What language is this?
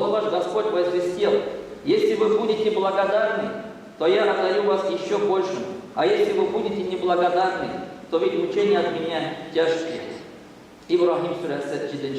Bashkir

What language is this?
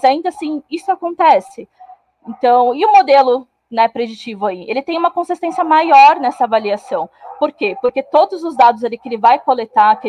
Portuguese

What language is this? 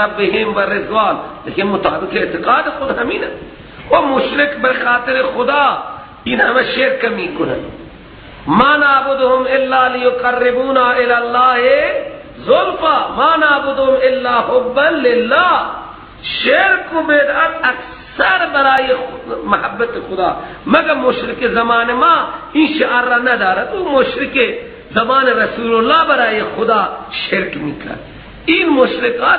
Persian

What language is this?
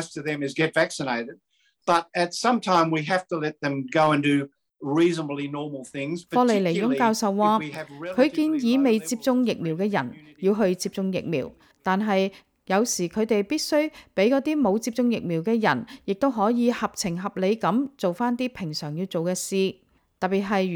Cantonese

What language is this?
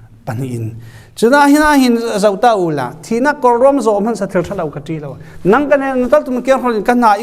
Falam Chin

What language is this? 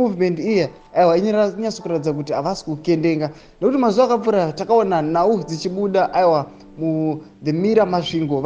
Shona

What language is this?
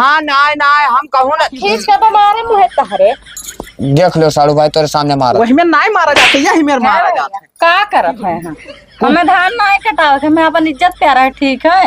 Awadhi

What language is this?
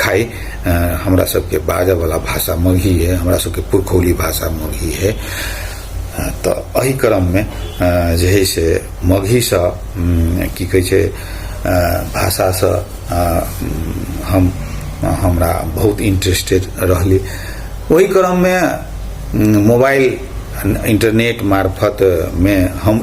Maithili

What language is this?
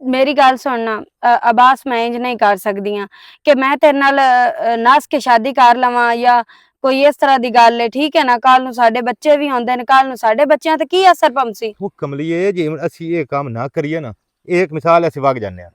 Western Panjabi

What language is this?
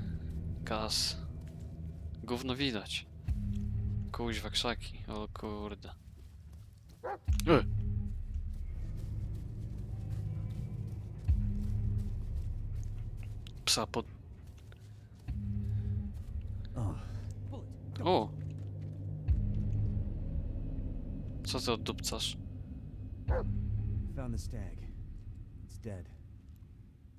Polish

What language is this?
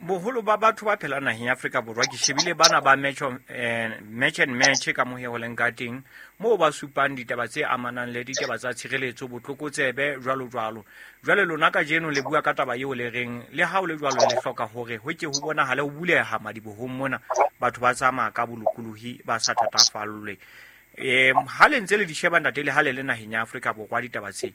Southern Sotho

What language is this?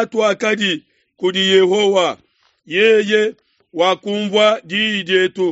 Luba-Lulua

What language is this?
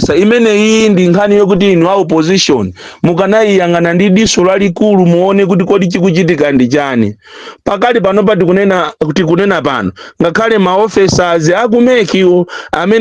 Nyanja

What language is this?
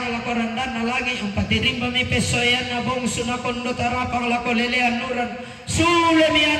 Toraja-Sa'dan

